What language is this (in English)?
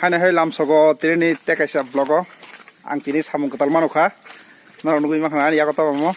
Kok Borok